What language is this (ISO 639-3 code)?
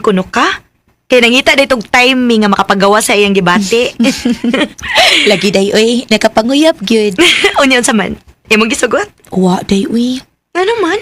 ceb